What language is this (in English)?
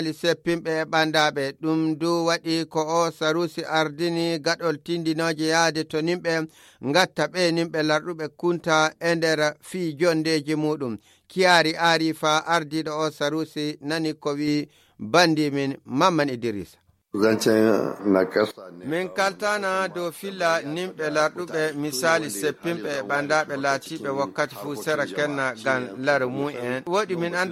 Nigerian Fulfulde